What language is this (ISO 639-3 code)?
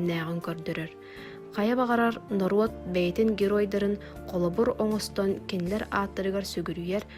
sah